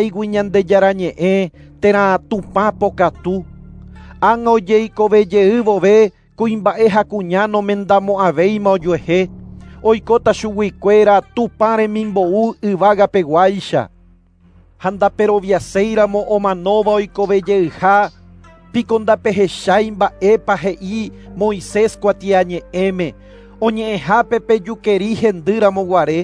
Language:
Guarani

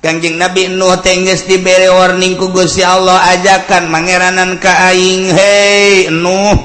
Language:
Sundanese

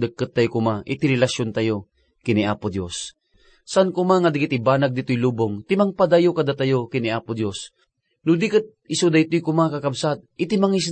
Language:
Iloko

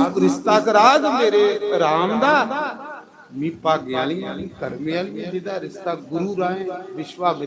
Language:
Dogri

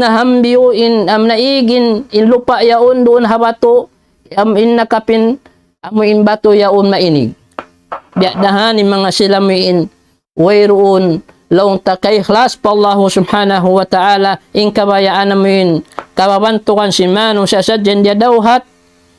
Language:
Tausug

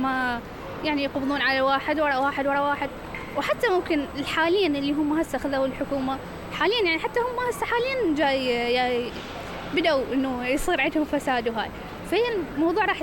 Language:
Mesopotamian Arabic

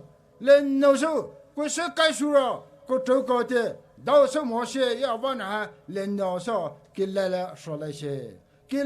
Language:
Poumei Naga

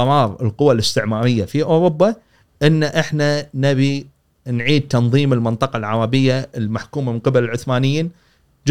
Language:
Gulf Arabic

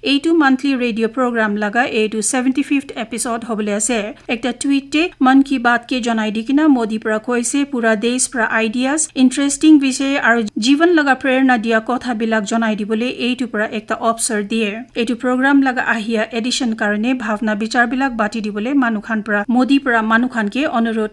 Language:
Naga Pidgin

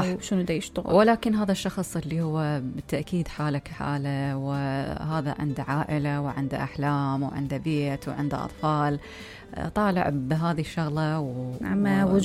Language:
Mesopotamian Arabic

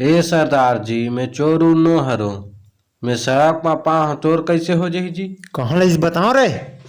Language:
Chhattisgarhi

